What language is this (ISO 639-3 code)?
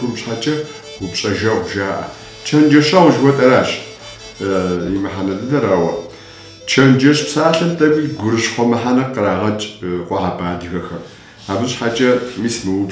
kbd